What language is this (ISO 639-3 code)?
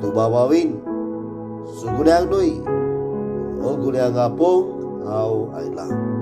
kok